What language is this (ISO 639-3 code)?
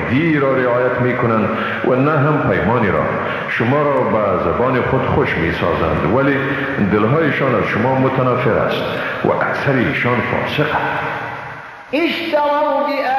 fas